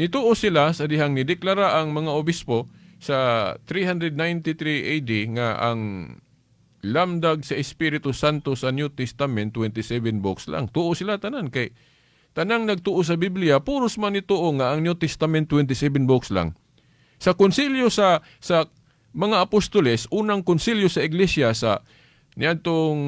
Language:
Cebuano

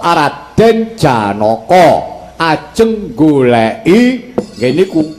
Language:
Javanese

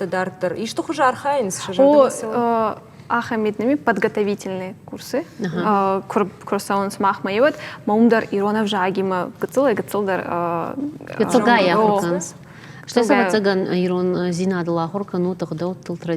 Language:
Ossetic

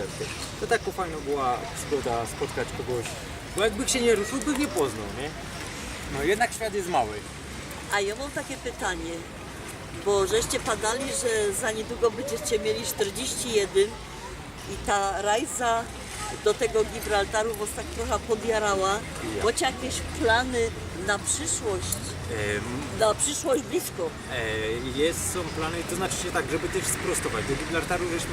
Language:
Silesian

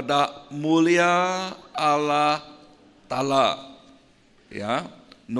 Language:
Iban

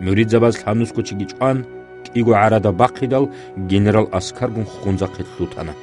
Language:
Avaric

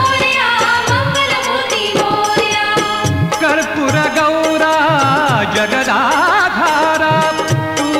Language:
Marathi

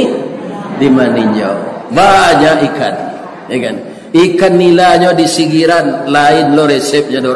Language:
Minangkabau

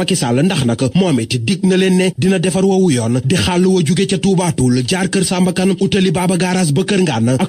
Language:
Wolof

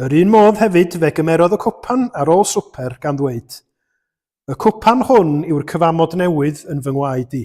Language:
Welsh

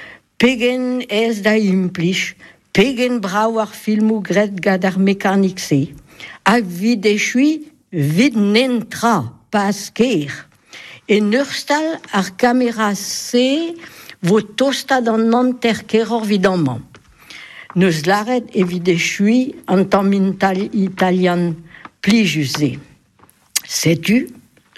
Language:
Breton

